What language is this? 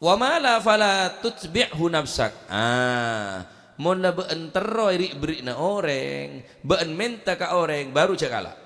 Madurese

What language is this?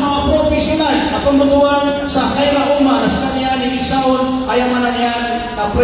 Maranao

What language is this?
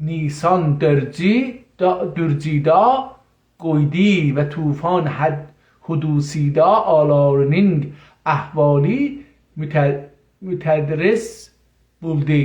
South Azerbaijani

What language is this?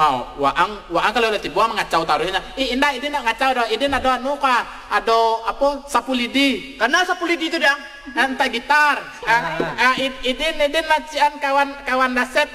Minangkabau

